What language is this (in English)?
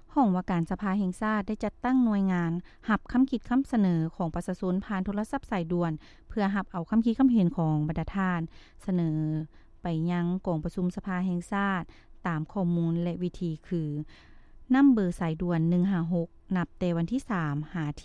Lao